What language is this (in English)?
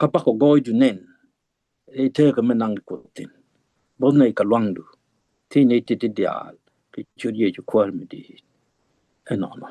Nuer